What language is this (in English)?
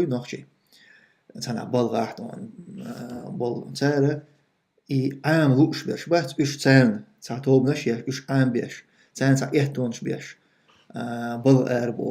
Chechen